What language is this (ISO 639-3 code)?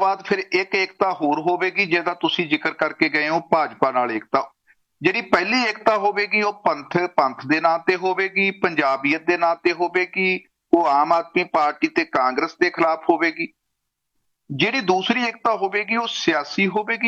pan